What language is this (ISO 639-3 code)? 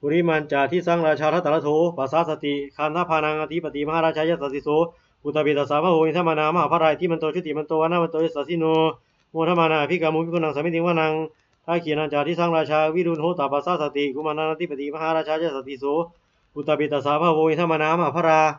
pli